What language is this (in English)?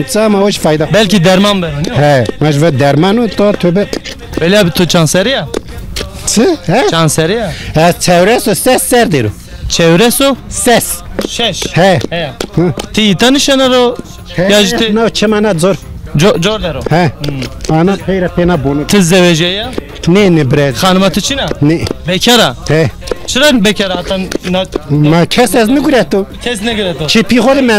Zaza